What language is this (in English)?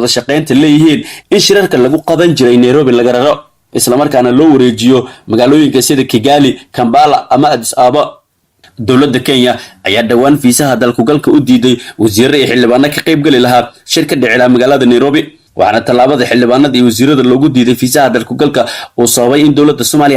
Somali